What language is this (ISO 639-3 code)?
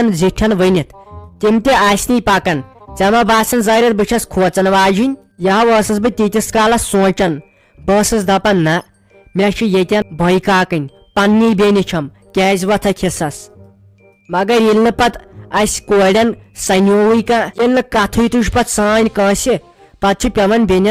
kas